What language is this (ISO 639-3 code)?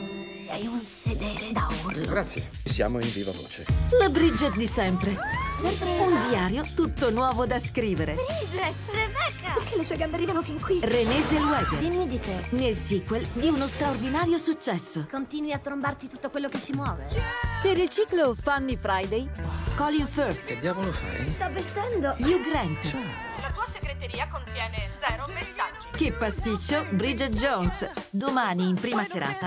ita